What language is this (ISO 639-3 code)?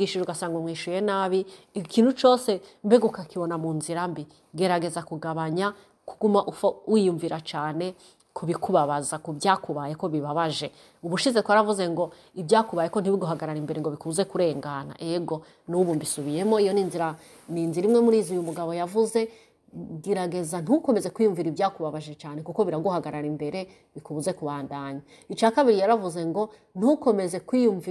run